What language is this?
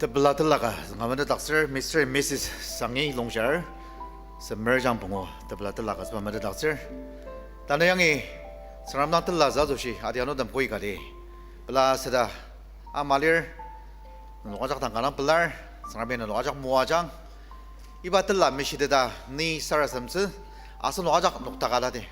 Ao Naga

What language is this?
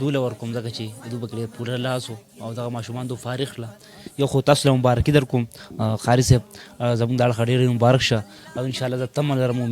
Pashto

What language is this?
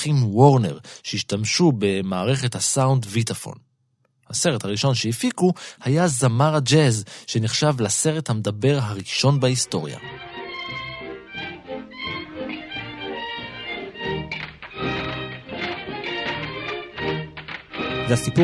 Hebrew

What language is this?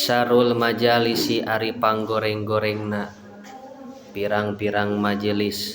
Sundanese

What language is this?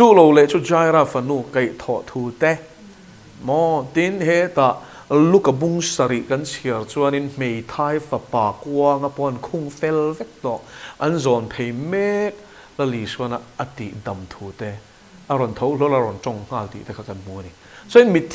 Mizo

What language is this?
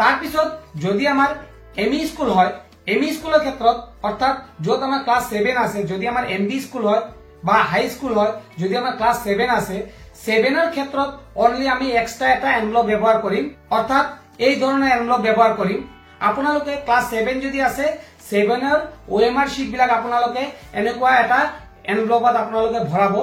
Assamese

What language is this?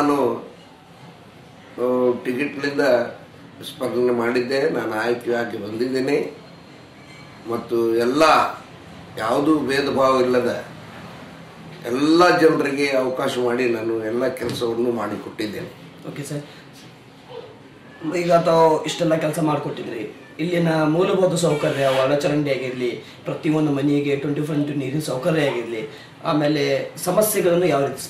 Kannada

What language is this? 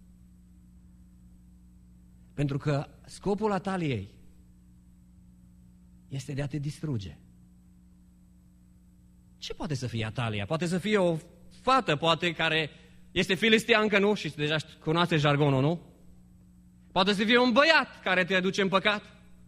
Romanian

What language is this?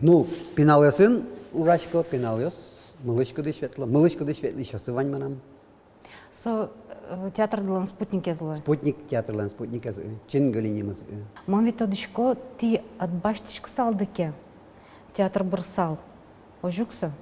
Udmurt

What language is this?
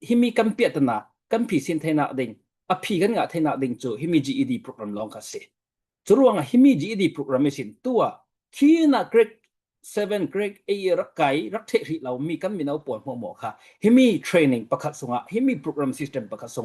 Falam Chin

